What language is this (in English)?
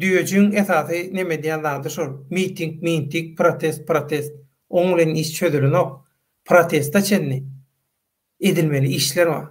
Turkmen